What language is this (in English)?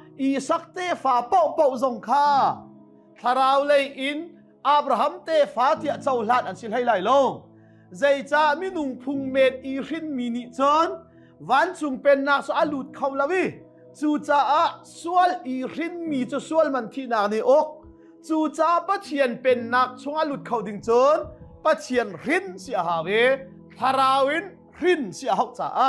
Hakha Chin